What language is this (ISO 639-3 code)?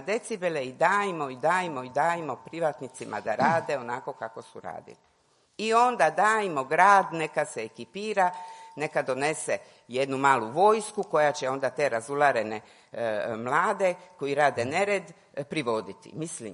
hrv